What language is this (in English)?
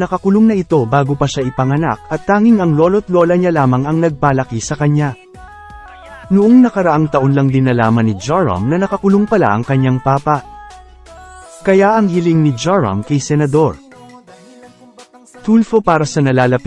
Filipino